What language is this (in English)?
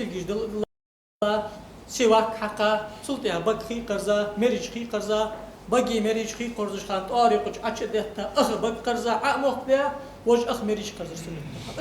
Ingush